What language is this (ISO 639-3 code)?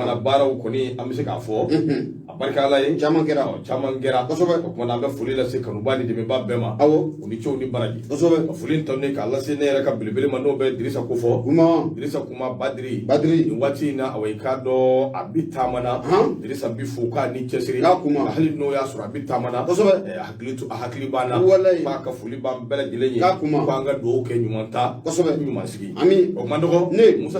bam